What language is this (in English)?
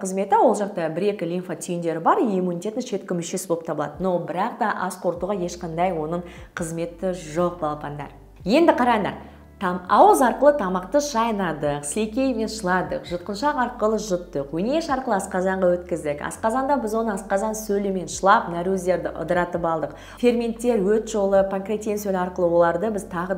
Kazakh